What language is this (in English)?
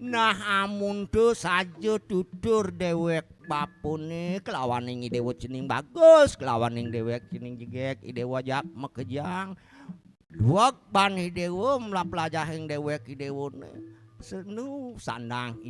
Balinese